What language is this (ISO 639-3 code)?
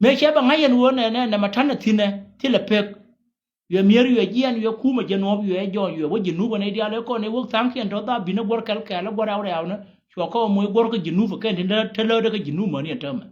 nus